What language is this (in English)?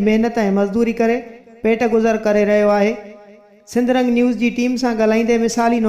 Sindhi